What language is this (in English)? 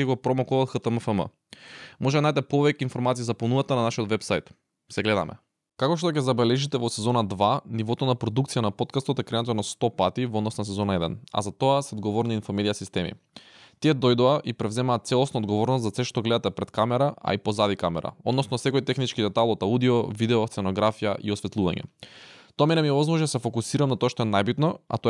Macedonian